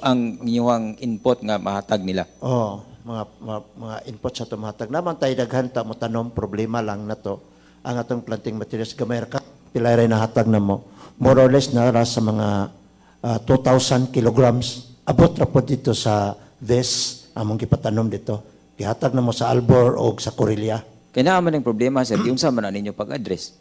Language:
Cebuano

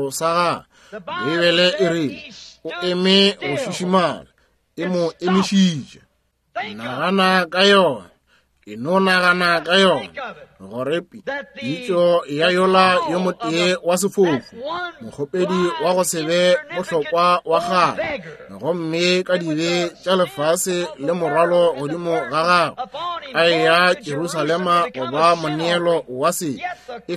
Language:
Northern Sotho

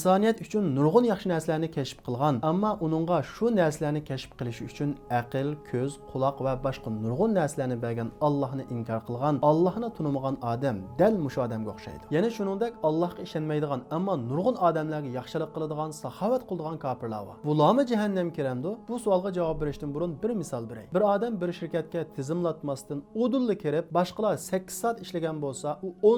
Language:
Uyghur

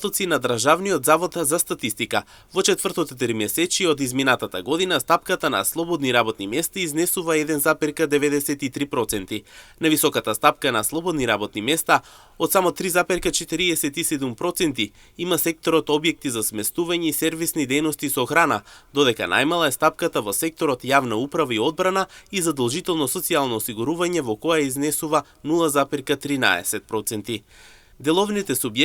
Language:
Macedonian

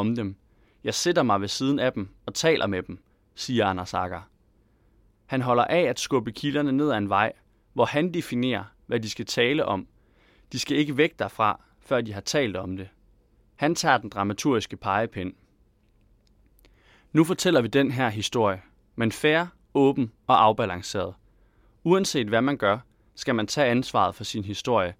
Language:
Danish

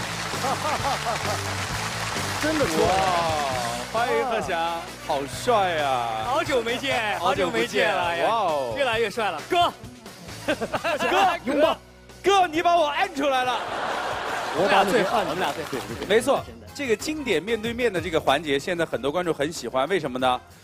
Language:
Chinese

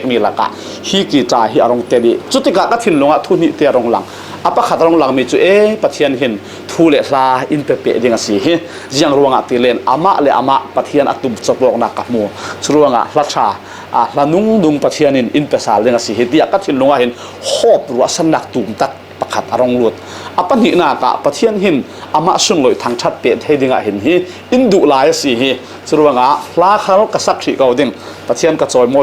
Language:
Falam Chin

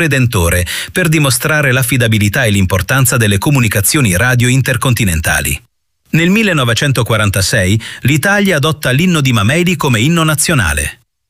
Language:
Italian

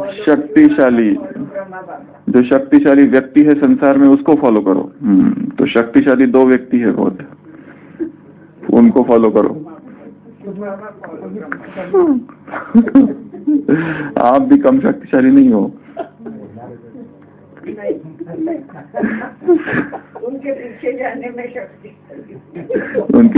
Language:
Hindi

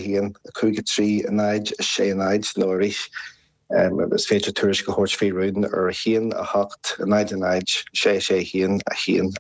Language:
Irish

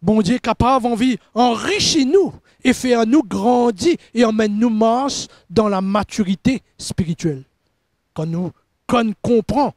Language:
Morisyen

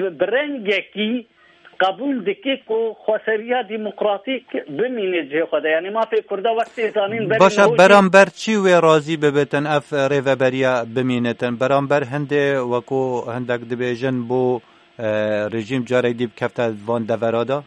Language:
Kurdish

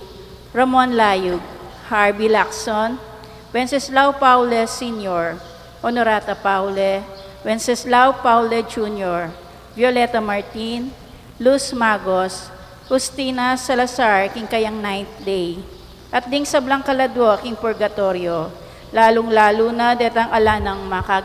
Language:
Pampanga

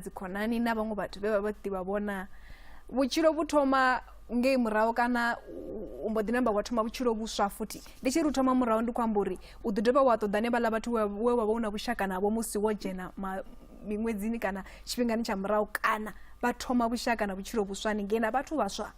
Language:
Venda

